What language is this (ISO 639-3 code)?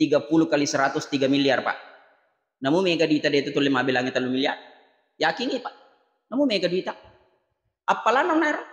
bug